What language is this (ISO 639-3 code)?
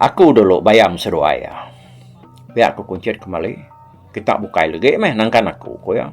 iba